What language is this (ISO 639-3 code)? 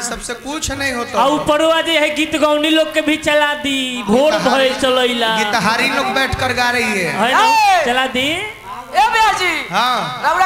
bho